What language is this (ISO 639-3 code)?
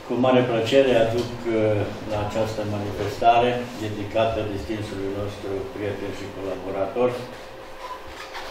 ron